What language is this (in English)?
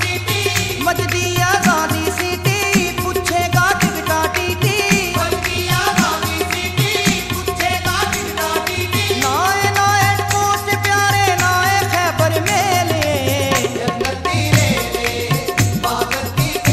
Punjabi